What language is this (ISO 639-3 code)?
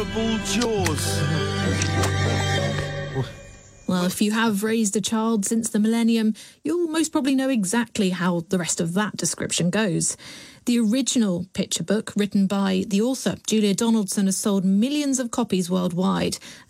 eng